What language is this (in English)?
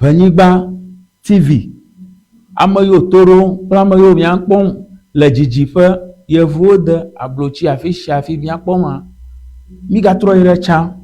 Ewe